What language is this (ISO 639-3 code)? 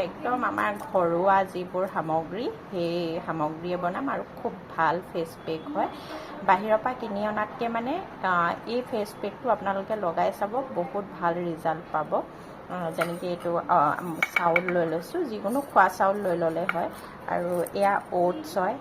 asm